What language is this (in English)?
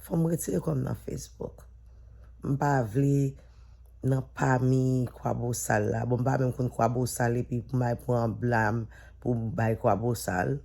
Haitian Creole